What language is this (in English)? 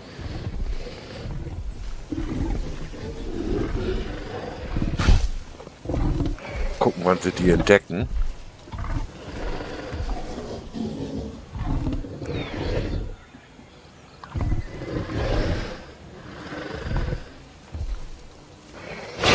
German